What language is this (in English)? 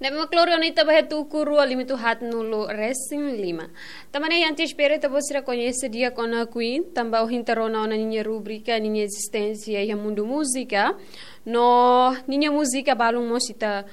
Tetum